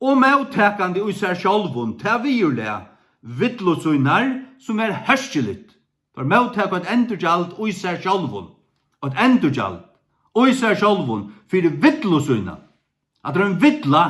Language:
Faroese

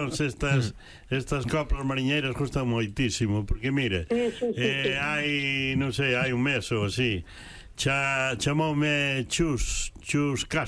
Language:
Galician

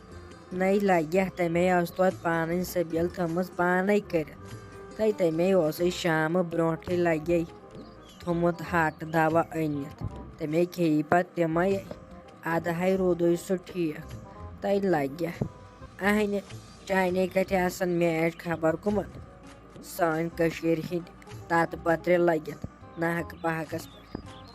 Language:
Kashmiri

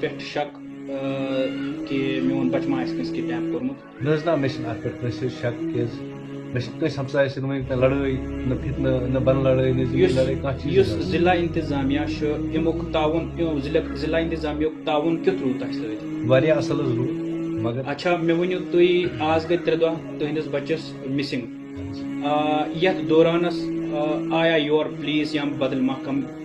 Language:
Kashmiri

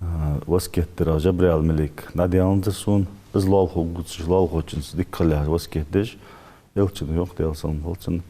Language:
Ingush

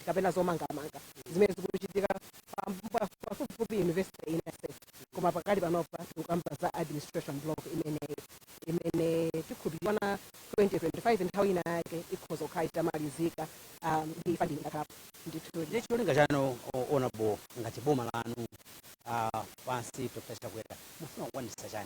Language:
Nyanja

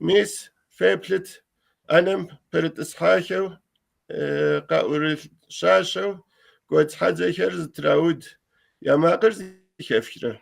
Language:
Kabardian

